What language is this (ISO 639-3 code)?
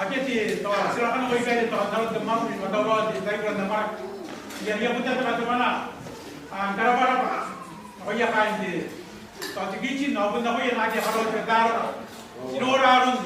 gil